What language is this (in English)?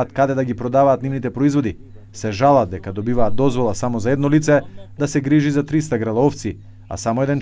Macedonian